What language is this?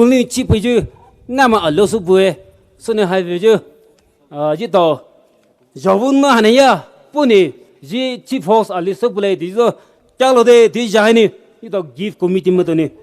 Poumei Naga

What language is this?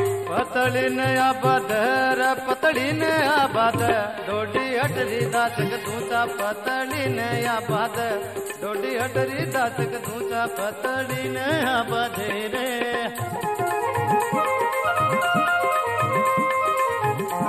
Hindi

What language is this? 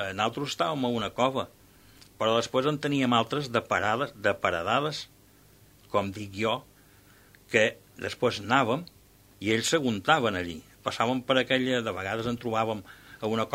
Catalan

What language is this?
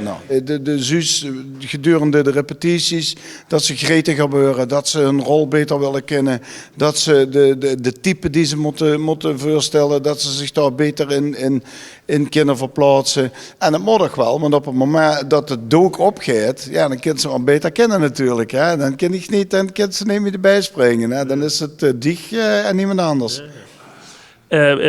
Limburgish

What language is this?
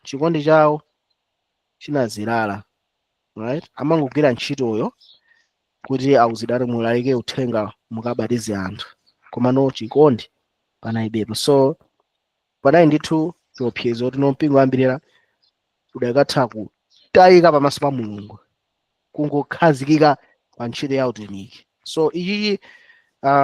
Nyanja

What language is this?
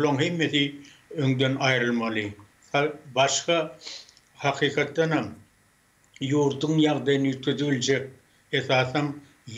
Turkmen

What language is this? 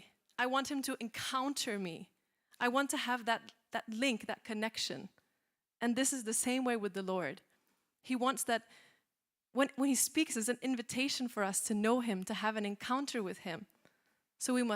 English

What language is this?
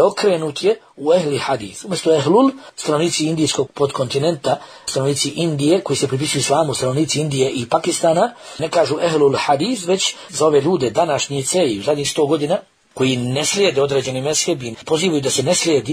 Bosnian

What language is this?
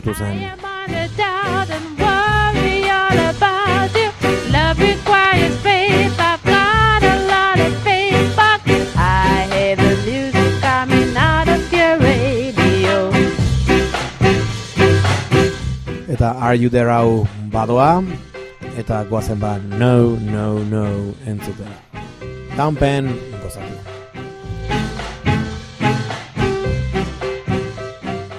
Basque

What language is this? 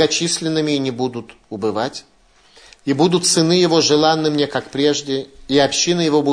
Russian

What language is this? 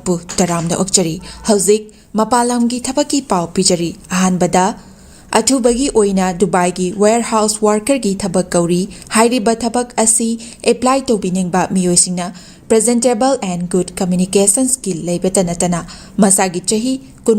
Manipuri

